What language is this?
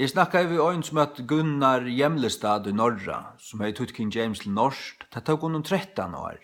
Faroese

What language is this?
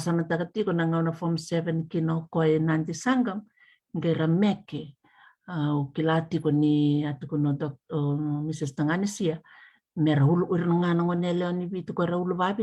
Fijian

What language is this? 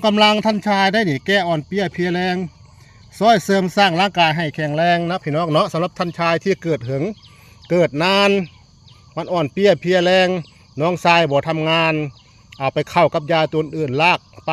Northeastern Thai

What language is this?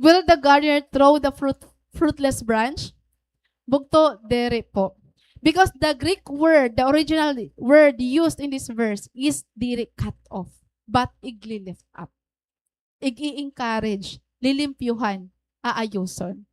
Waray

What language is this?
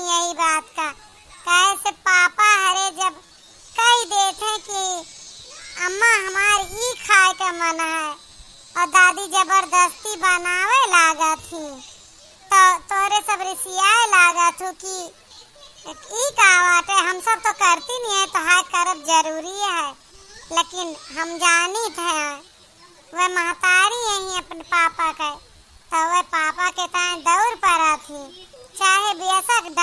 Awadhi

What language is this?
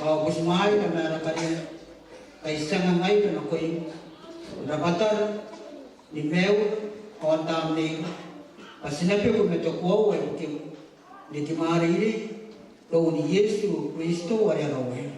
Gilbertese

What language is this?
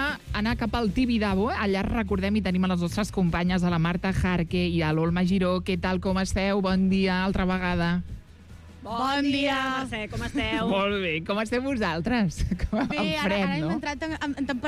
Catalan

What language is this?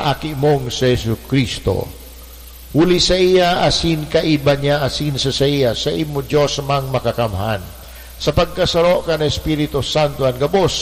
Bikol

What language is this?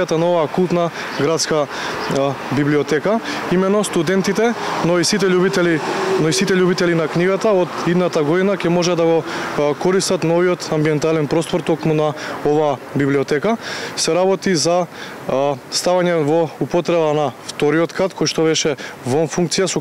Macedonian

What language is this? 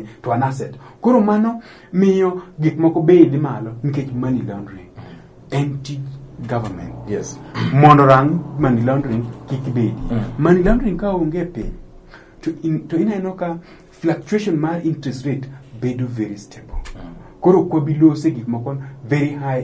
Luo (Kenya and Tanzania)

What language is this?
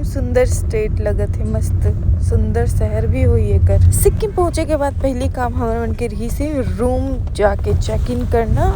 Chhattisgarhi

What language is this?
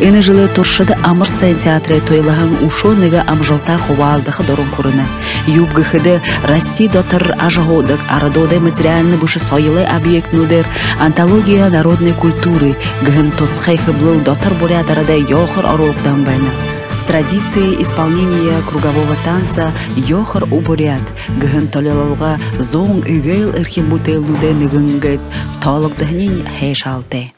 Buriat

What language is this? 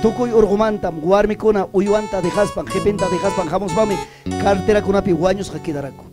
Ayacucho Quechua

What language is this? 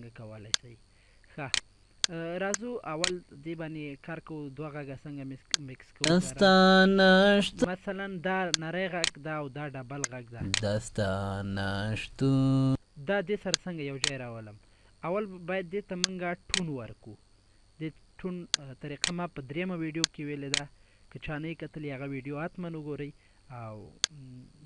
Pashto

